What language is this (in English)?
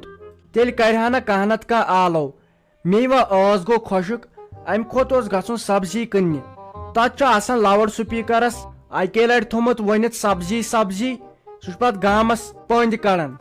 Kashmiri